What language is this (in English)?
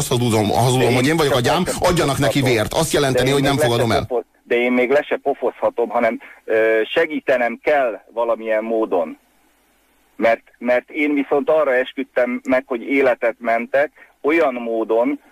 Hungarian